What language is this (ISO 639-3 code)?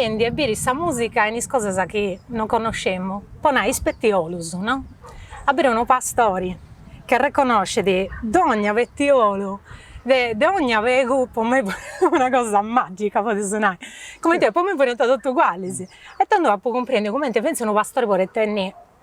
srd